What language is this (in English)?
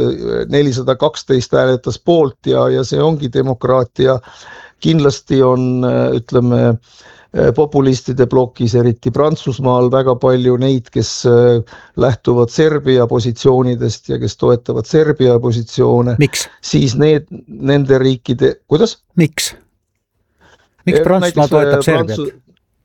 Estonian